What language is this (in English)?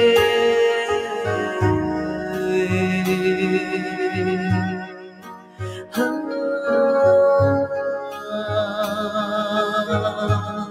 Malay